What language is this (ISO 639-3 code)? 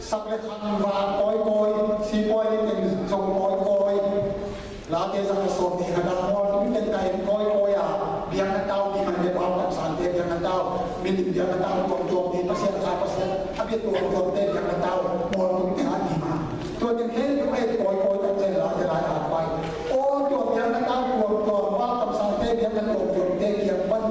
ctd